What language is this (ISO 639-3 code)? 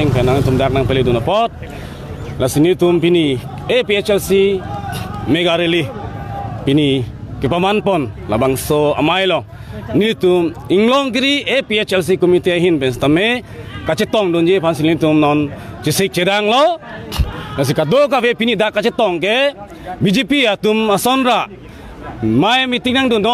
mjw